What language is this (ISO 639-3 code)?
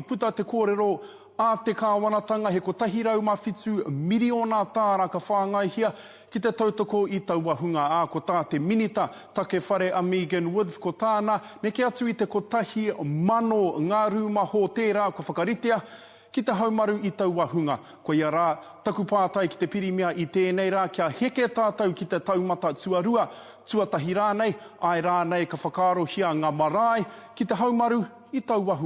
mri